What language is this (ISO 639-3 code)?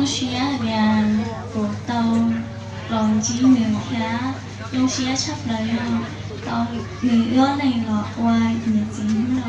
hmn